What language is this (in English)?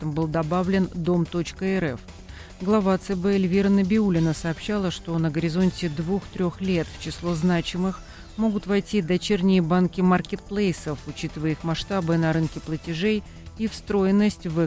Russian